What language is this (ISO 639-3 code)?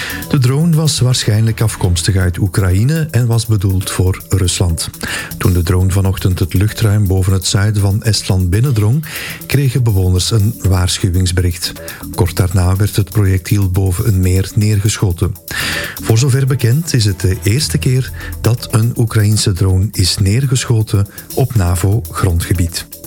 nld